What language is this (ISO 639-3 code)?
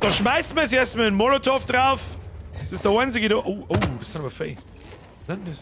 bar